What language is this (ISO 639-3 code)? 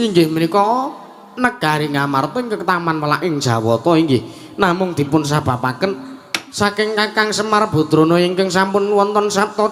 jav